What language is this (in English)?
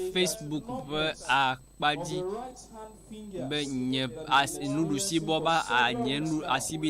Ewe